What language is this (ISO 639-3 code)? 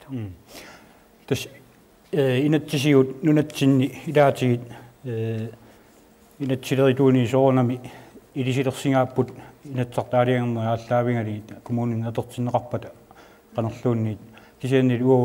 kal